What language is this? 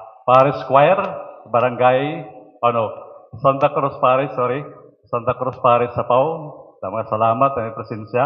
Waray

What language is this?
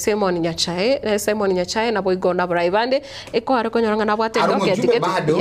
Gusii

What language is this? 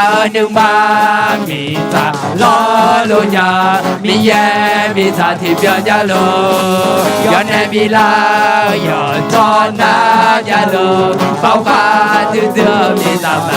Akha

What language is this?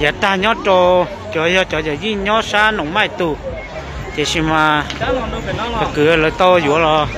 Hmong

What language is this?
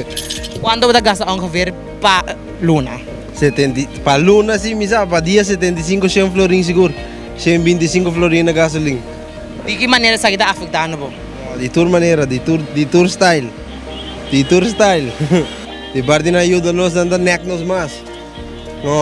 Papiamento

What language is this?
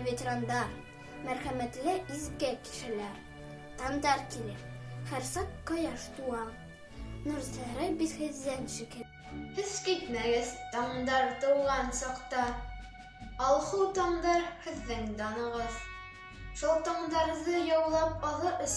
Bashkir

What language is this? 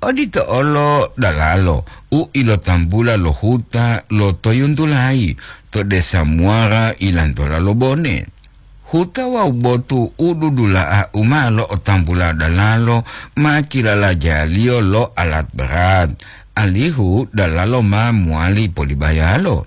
Gorontalo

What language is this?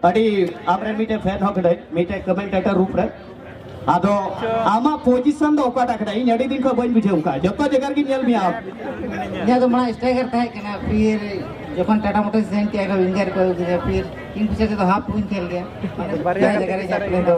Santali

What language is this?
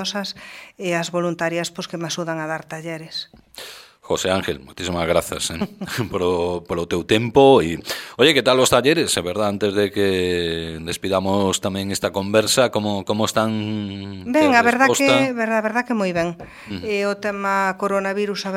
Galician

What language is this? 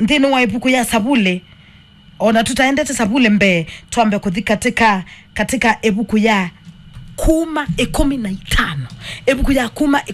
Kamba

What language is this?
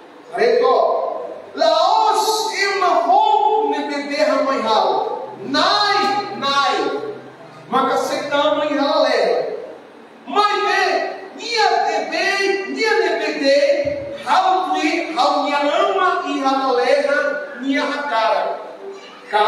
Tetum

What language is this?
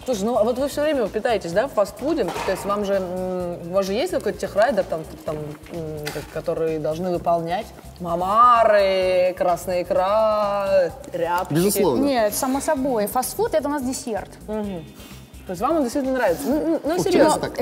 Russian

